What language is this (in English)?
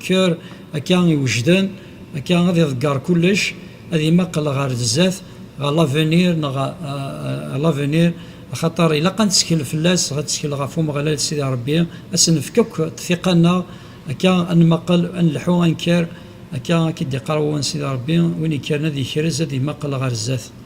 Kabyle